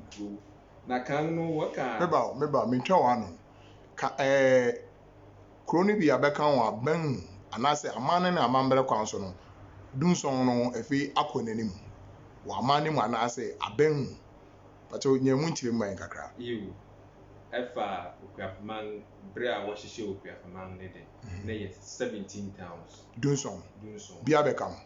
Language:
Akan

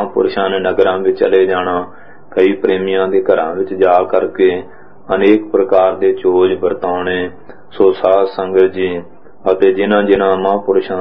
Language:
Punjabi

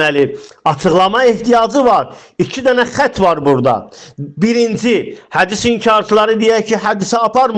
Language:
Azerbaijani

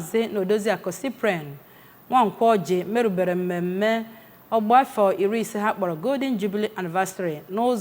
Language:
Igbo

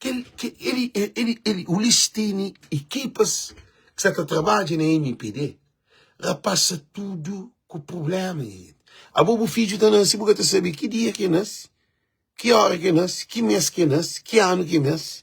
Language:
Kabuverdianu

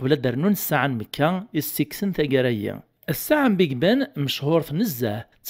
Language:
Kabyle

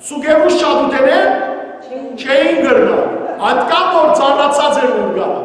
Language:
Western Armenian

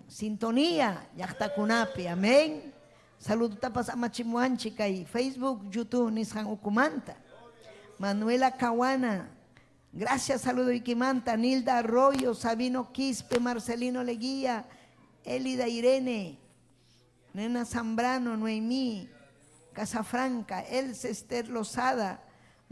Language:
Ayacucho Quechua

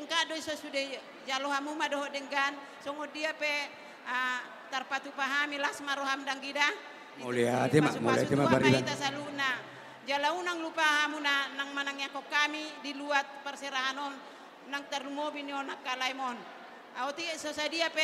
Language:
Batak Toba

